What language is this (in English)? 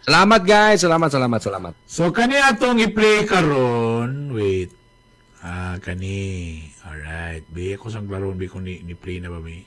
Cebuano